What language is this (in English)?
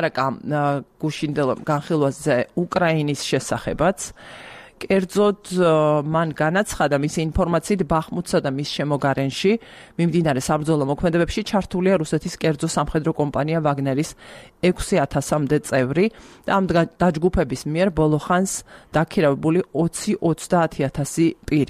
Georgian